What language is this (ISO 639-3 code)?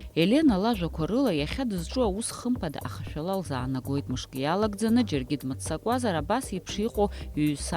abk